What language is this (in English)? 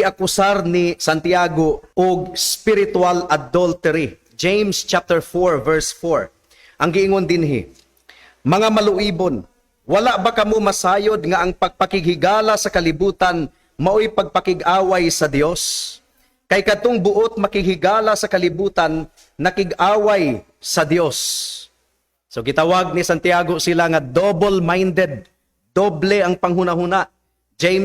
Cebuano